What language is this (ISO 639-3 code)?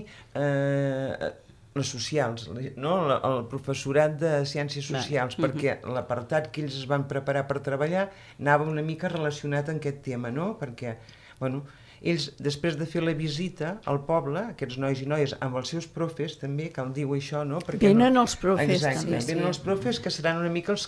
cat